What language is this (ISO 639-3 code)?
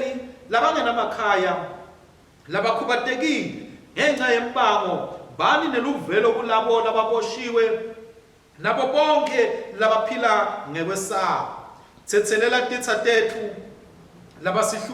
ssw